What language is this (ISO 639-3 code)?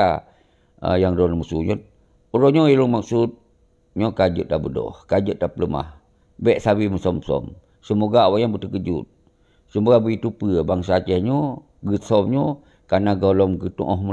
ace